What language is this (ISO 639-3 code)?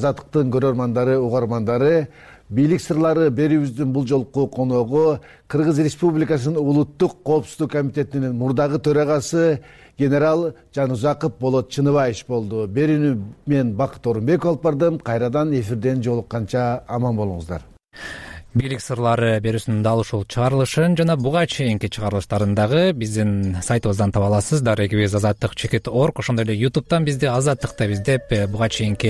kir